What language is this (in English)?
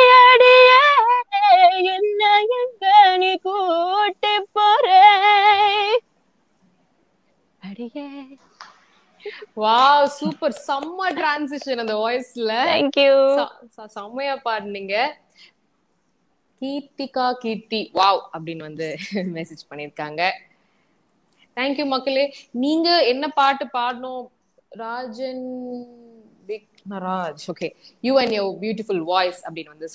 Tamil